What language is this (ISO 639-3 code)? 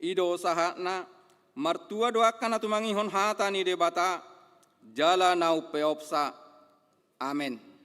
bbc